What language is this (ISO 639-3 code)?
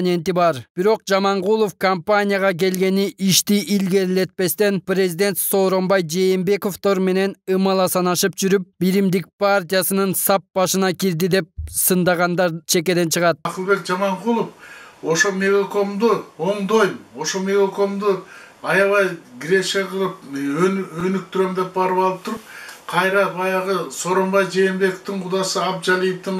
kir